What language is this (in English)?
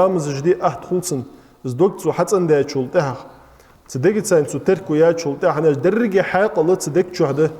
Ingush